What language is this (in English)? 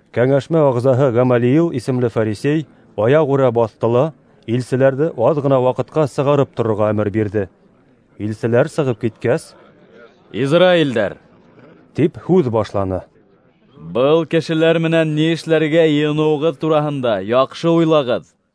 Bashkir